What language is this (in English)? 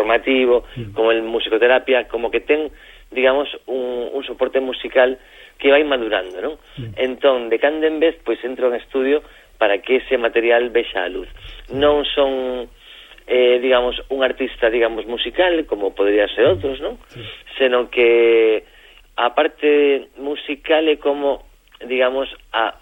Galician